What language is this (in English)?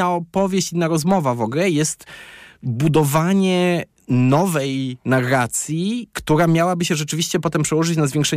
Polish